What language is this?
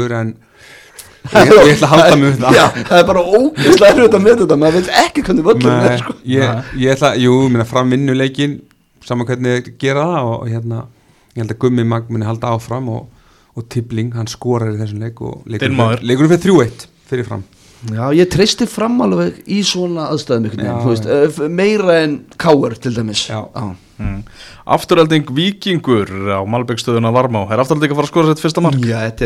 Icelandic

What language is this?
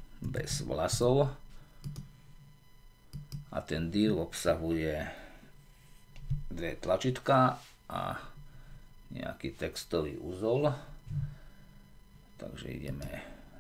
Slovak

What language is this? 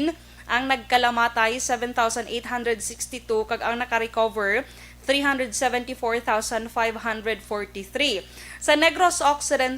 Hiligaynon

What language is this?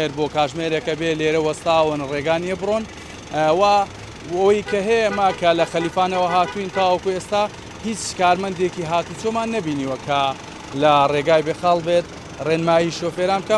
Central Kurdish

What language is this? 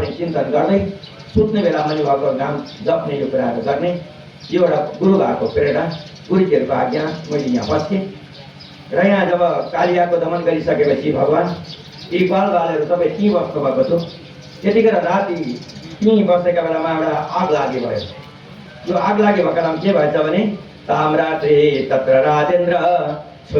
Nepali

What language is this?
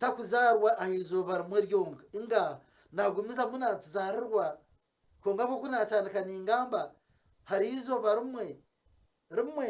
Nyankole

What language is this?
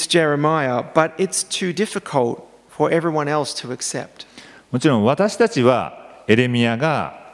Japanese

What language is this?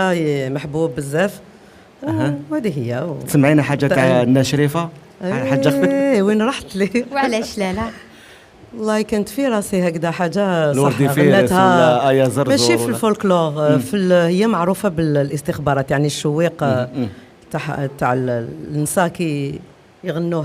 Algerian Arabic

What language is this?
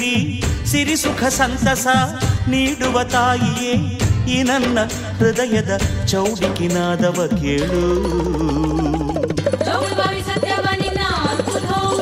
Kannada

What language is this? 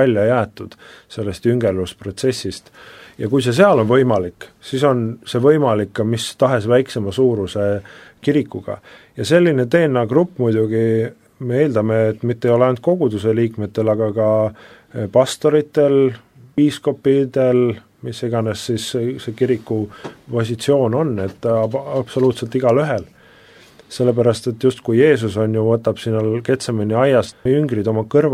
Estonian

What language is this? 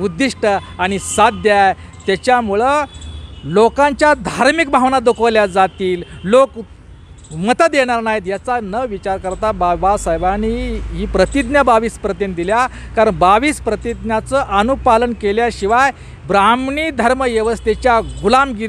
Marathi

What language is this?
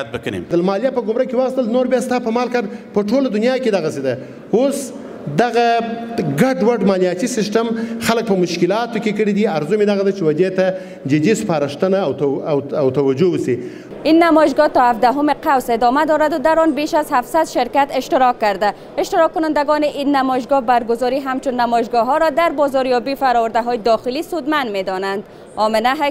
Persian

